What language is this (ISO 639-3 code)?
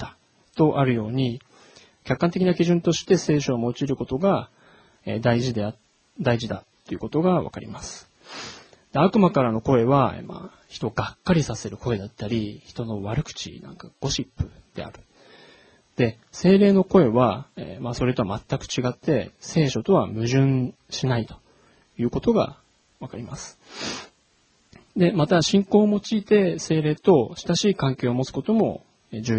jpn